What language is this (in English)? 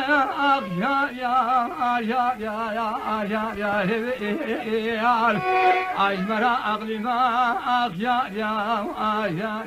Kurdish